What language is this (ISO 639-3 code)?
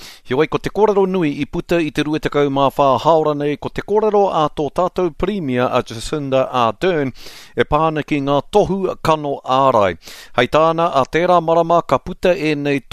mri